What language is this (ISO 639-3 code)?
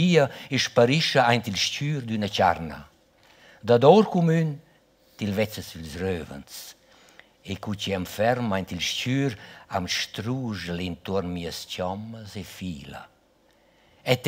roh